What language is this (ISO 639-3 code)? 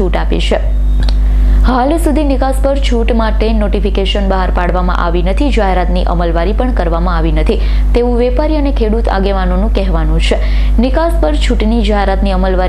guj